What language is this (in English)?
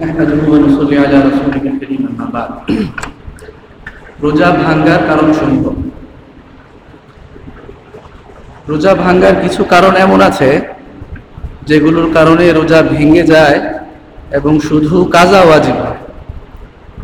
Bangla